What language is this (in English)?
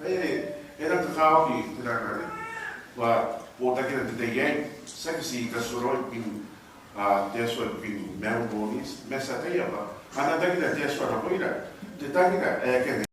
Gilbertese